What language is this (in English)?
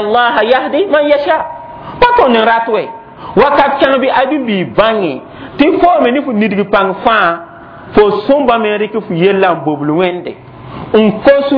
Mossi